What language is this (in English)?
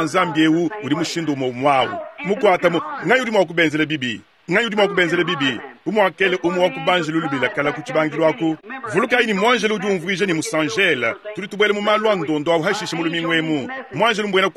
Luba-Lulua